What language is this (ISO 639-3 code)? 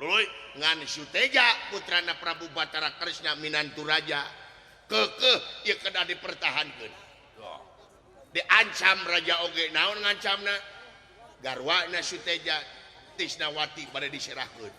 sun